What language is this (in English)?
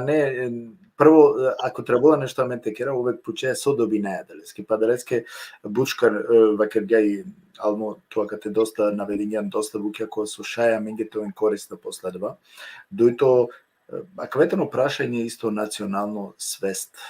Balkan Romani